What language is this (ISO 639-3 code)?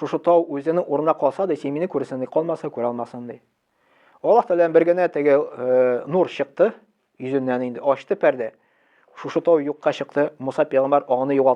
tat